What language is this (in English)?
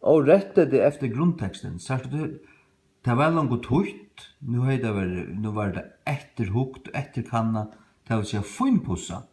Faroese